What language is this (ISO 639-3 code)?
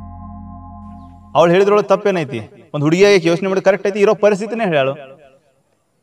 kan